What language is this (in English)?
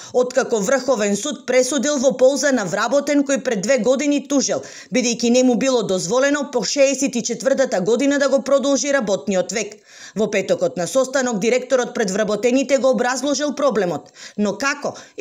Macedonian